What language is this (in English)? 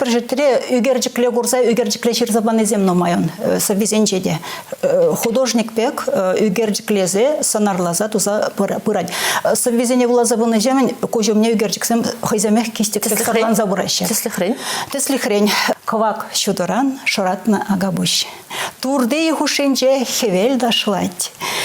Chuvash